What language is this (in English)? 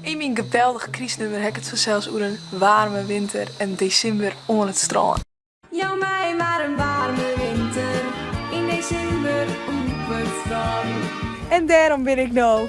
Western Frisian